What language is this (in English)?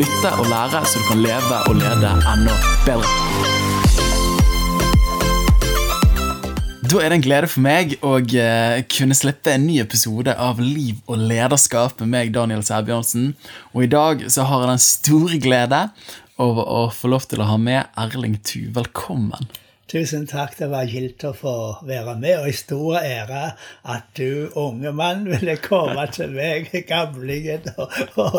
Norwegian